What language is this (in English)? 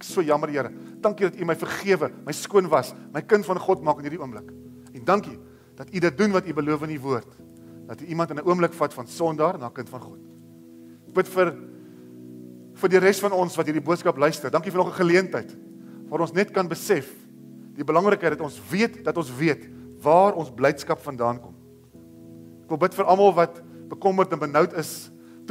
Afrikaans